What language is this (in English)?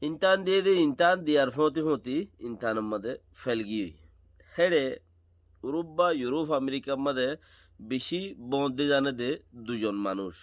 Rohingya